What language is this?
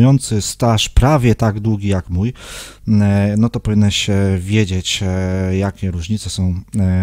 Polish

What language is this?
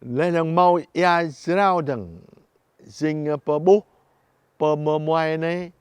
Jarai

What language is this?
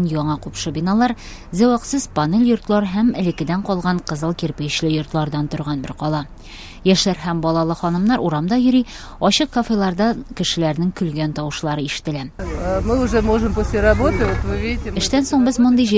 Tatar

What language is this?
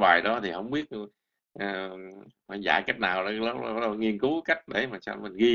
Vietnamese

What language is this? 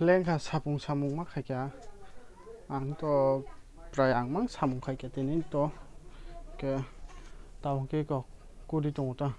Kok Borok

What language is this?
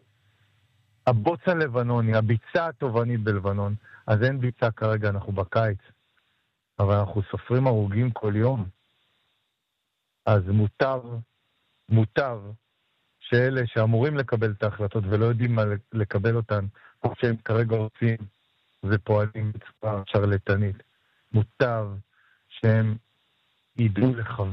Hebrew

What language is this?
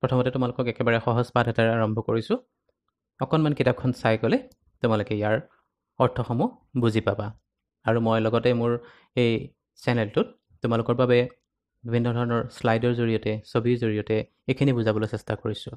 Assamese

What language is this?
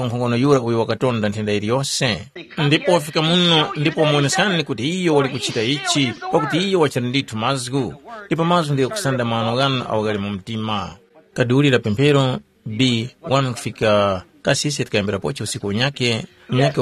Tumbuka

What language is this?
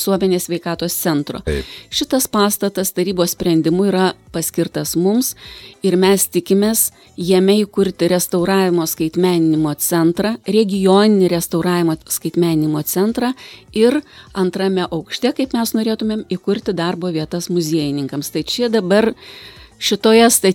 Lithuanian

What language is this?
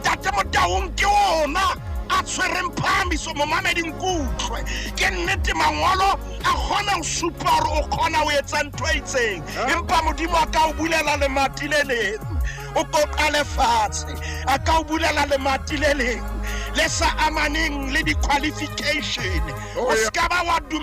Southern Sotho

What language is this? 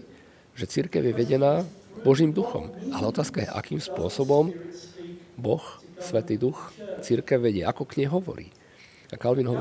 Slovak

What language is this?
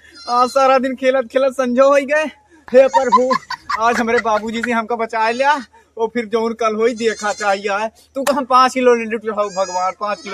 Awadhi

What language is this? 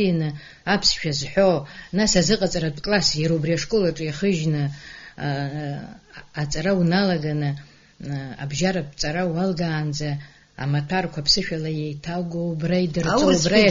Abkhazian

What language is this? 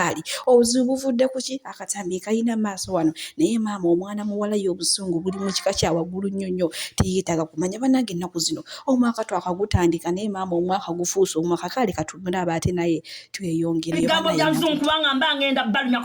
Ganda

